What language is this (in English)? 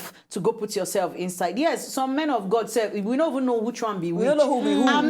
Nigerian Pidgin